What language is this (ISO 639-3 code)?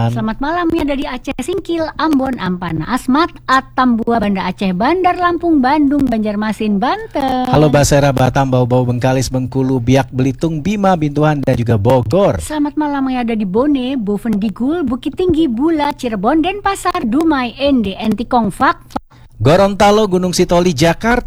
ind